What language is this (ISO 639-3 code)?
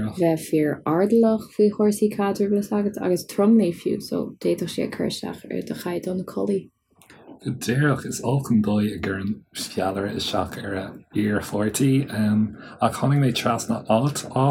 gle